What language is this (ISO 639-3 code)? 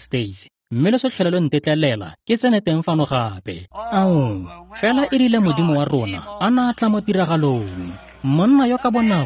tsn